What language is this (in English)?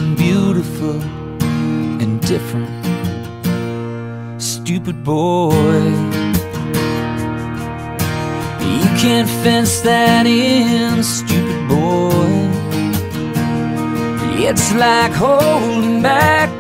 English